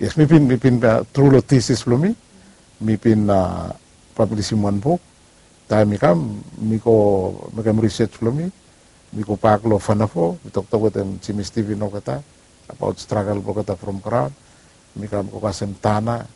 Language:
Bislama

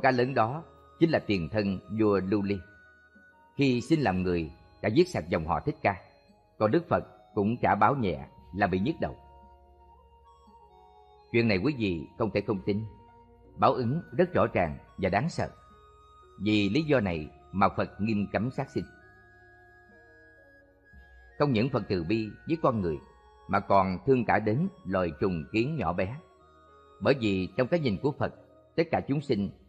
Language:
Vietnamese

